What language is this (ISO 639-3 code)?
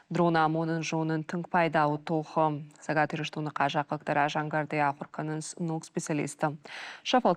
oss